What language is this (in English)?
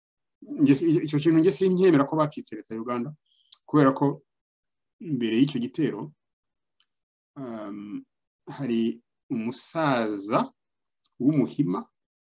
Kinyarwanda